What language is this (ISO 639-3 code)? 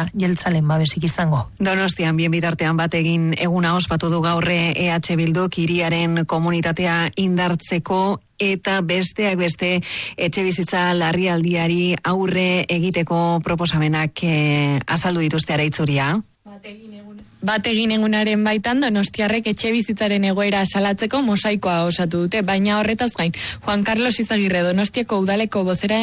eus